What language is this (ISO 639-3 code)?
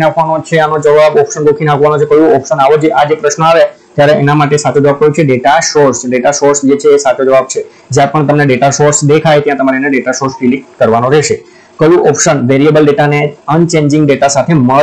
guj